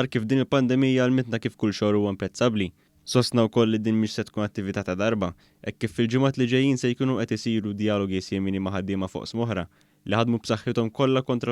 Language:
Maltese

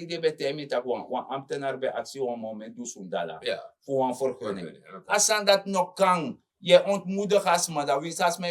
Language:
Sranan Tongo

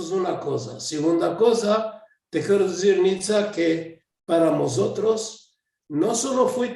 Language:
Ladino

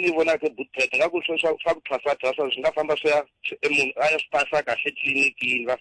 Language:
Tsonga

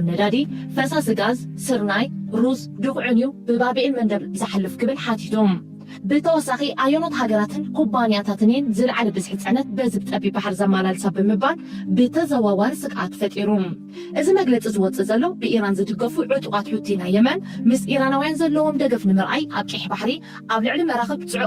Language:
Tigrinya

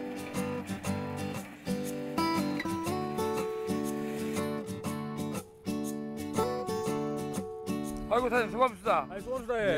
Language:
Korean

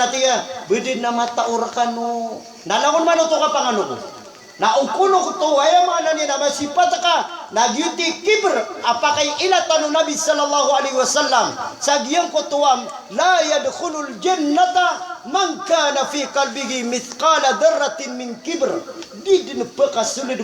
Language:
Maranao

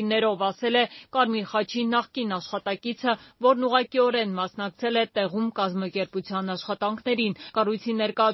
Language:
Armenian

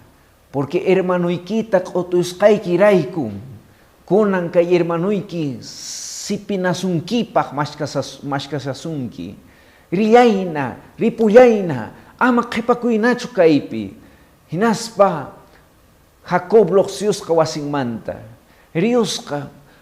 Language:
Quechua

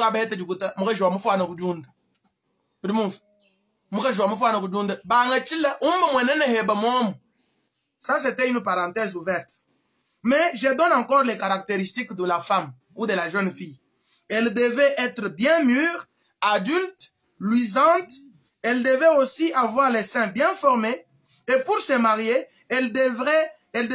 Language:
Luba-Lulua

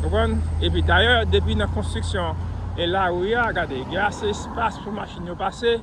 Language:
Haitian Creole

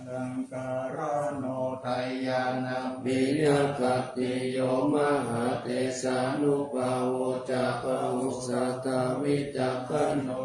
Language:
Pali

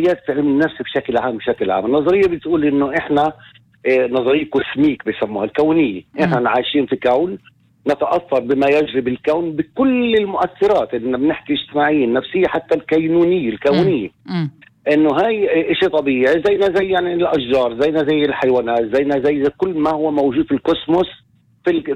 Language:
North Levantine Arabic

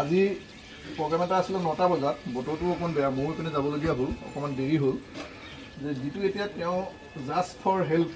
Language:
Assamese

